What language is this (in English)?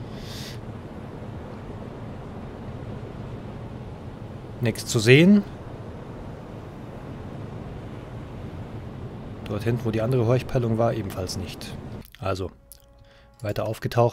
German